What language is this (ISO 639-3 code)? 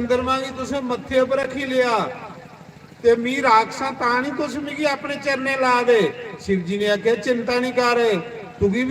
doi